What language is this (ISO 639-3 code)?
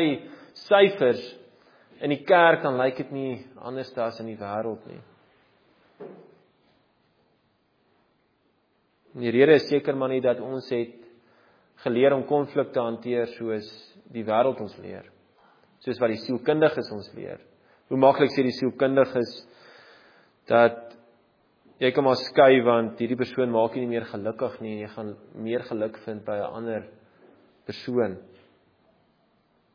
afr